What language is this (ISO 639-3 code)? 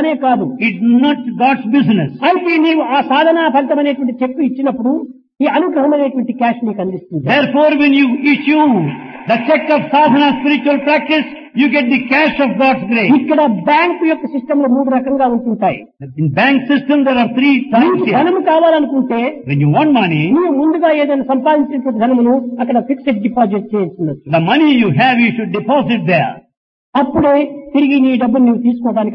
tel